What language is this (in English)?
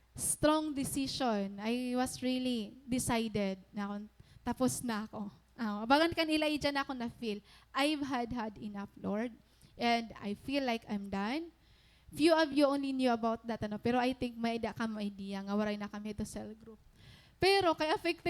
Waray